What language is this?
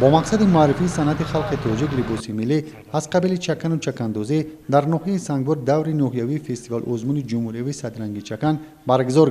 Tajik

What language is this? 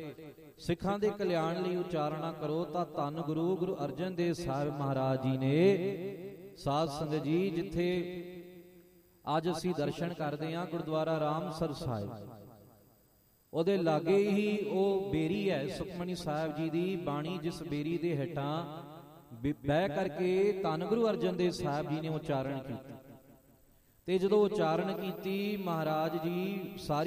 Punjabi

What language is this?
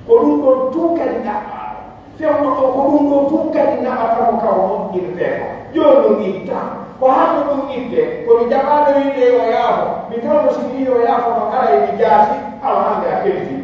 Pular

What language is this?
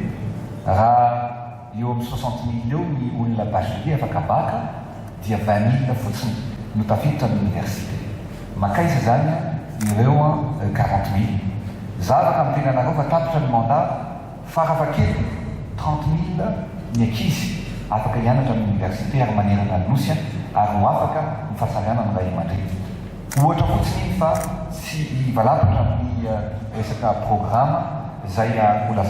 Malagasy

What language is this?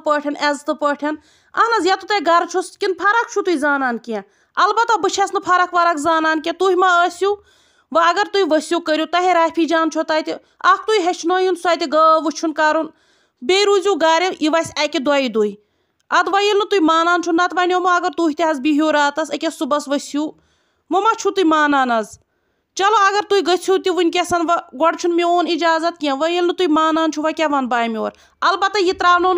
Kashmiri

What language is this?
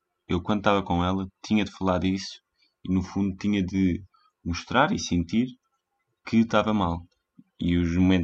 Portuguese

